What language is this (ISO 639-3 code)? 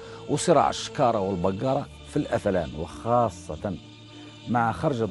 arq